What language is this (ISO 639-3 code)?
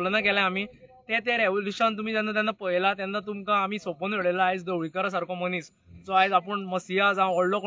kok